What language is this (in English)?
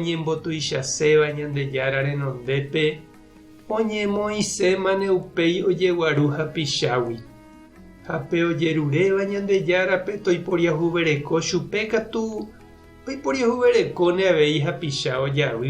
Guarani